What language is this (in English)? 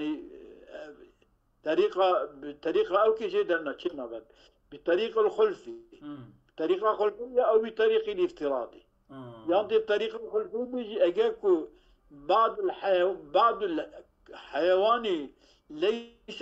Kurdish